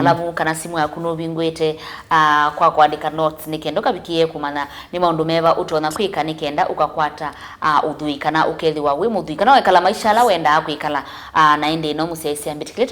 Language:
Kamba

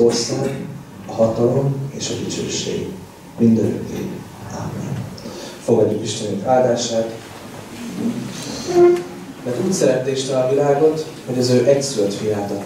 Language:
Hungarian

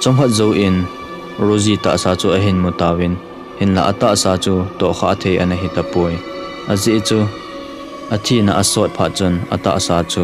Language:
Thado Chin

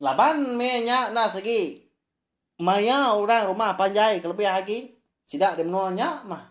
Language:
Iban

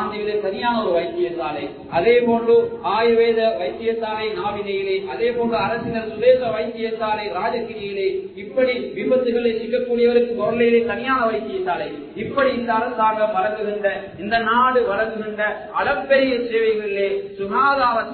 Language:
Tamil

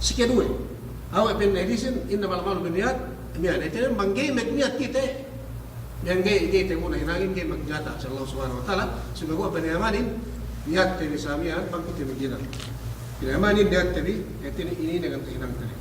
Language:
Yakan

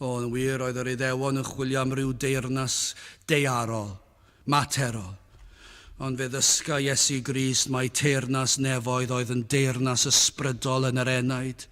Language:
Welsh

